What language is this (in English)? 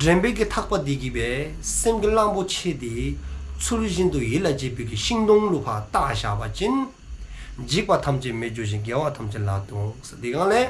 Dzongkha